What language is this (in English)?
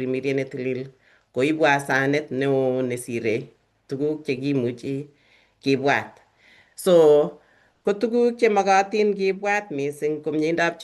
Kalenjin